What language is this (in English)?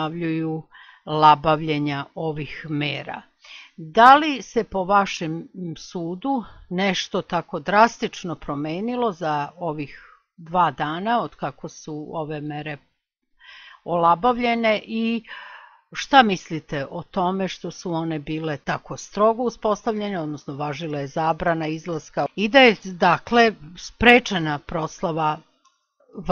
Serbian